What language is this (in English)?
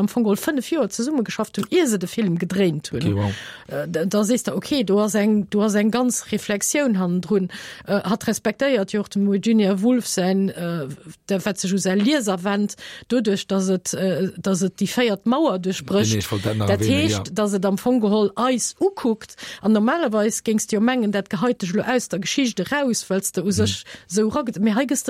Luxembourgish